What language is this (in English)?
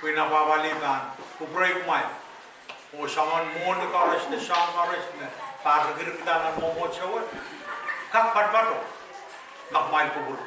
Pohnpeian